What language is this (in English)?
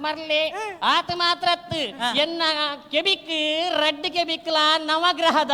Tulu